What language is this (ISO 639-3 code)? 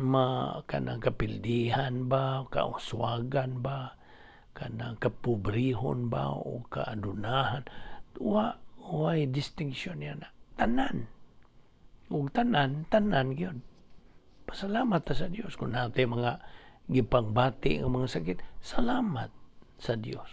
ceb